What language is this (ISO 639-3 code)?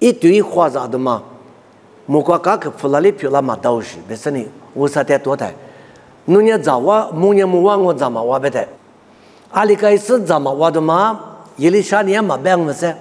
lis